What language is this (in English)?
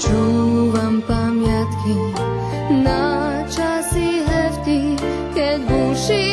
Rusyn